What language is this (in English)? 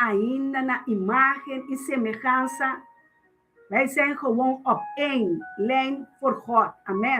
Papiamento